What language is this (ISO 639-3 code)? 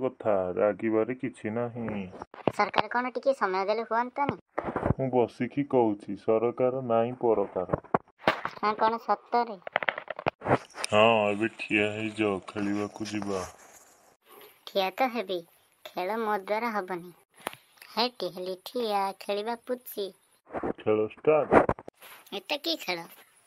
ori